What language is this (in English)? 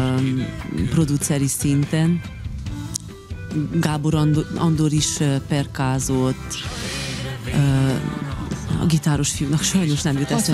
Hungarian